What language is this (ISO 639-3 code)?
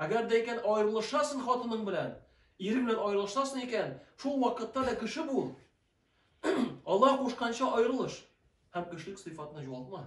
tat